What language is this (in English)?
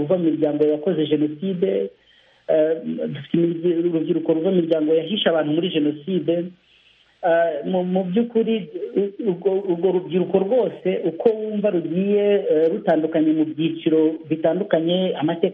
Kinyarwanda